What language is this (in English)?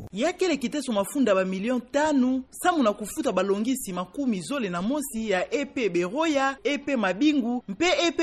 Kituba (Democratic Republic of Congo)